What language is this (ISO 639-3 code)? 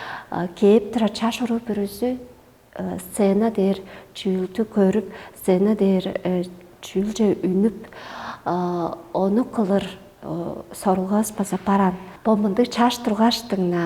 tyv